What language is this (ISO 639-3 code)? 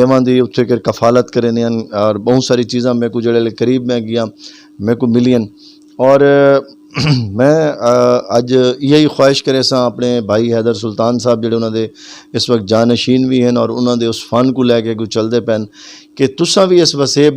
skr